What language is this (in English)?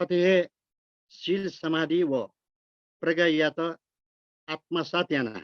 Newari